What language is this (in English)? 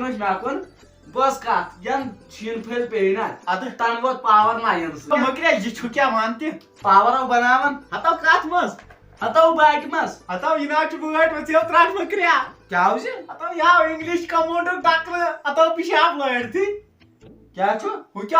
Kashmiri